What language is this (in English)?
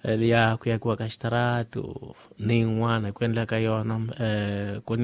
Tsonga